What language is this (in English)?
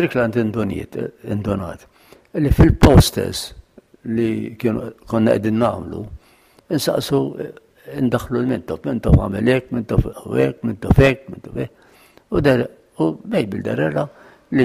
Maltese